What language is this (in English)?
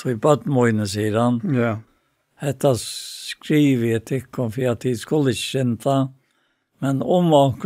Faroese